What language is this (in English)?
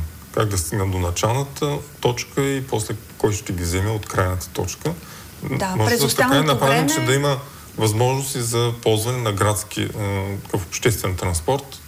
Bulgarian